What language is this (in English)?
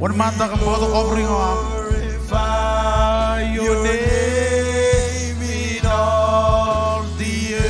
Marshallese